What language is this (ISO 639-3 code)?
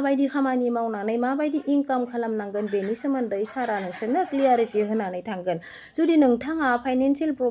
brx